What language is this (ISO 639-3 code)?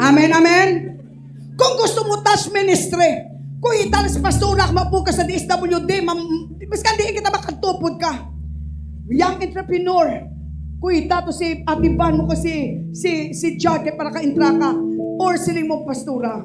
hil